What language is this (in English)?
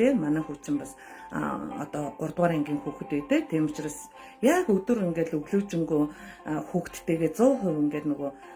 Mongolian